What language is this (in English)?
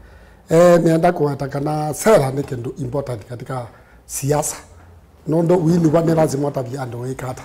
Kamba